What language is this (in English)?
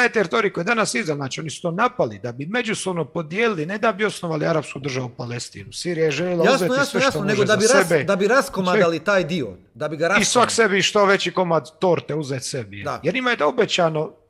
Croatian